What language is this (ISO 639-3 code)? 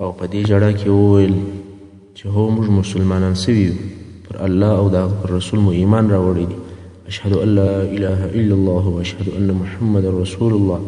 pus